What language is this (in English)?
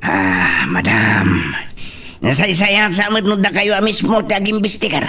Iloko